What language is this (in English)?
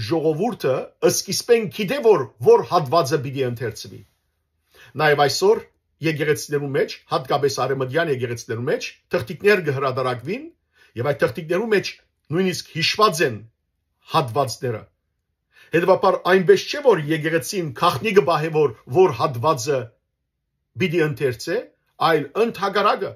Western Armenian